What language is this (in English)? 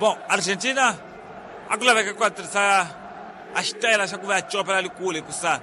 Tsonga